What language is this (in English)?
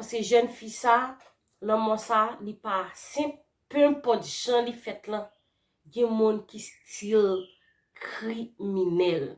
Haitian Creole